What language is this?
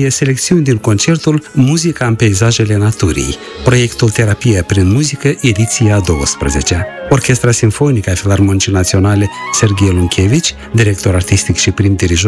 Romanian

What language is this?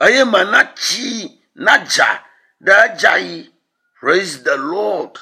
Ewe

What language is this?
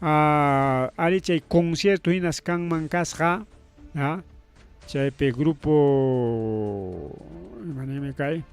Ayacucho Quechua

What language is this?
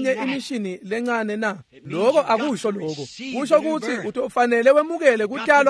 Swati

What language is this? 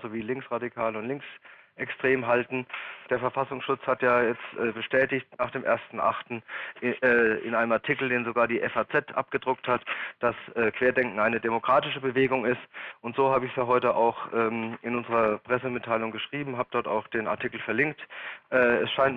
German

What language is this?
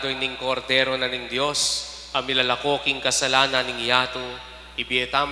Pampanga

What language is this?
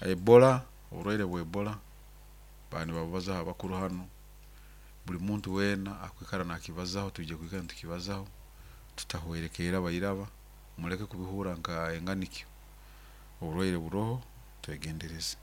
Nyoro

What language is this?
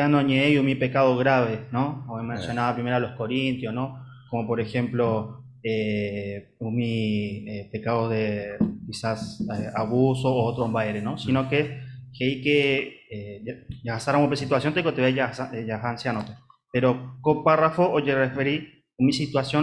Guarani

